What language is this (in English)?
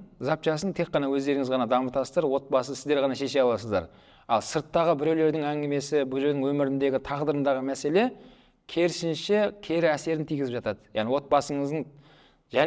Kazakh